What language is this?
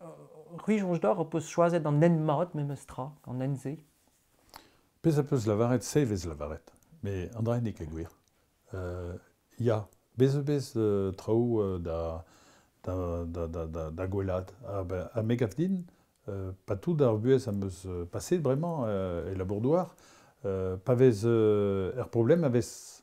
Breton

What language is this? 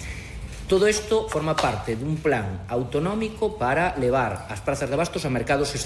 Galician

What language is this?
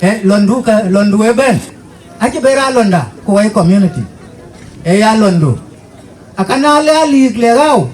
Dinka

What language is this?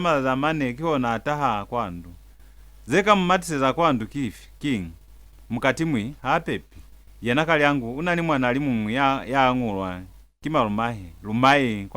Lozi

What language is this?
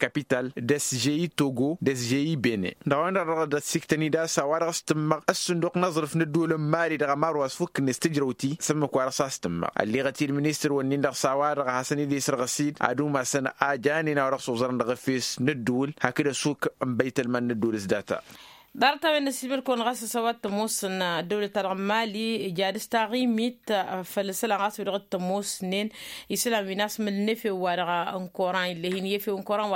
Tamasheq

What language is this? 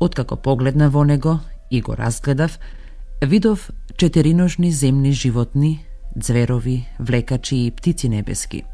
Macedonian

